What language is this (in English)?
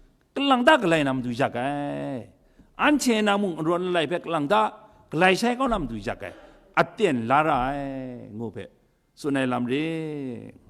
Kachin